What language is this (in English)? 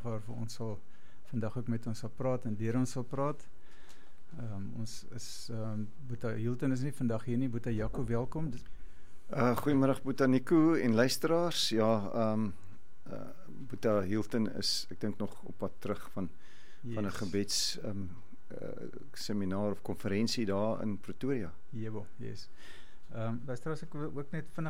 Afrikaans